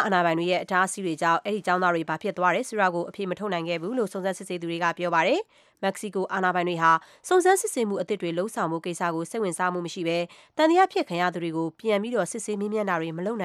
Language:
Burmese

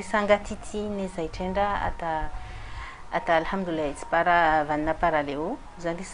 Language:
Ngazidja Comorian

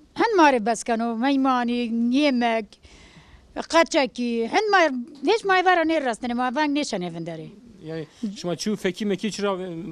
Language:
Zaza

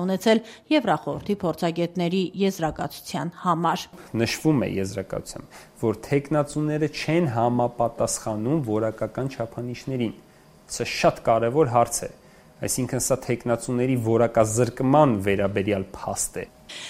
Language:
Armenian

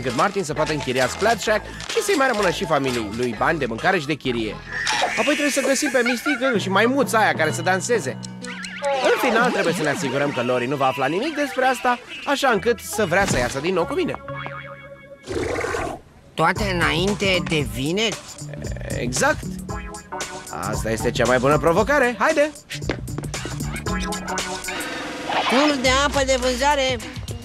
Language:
Romanian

